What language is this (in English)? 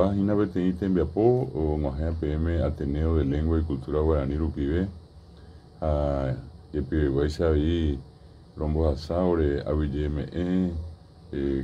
Guarani